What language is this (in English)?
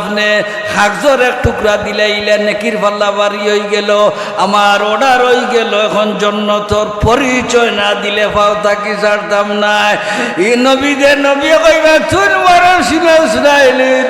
Sylheti